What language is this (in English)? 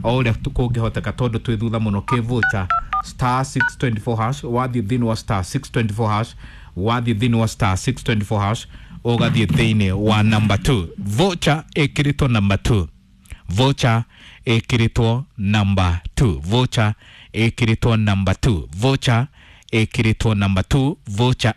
Kikuyu